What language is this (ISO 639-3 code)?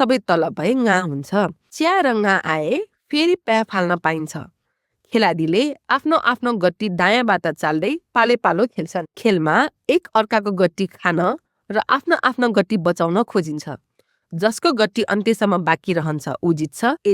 nep